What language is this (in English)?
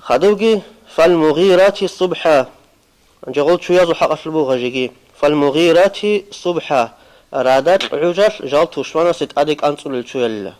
Avaric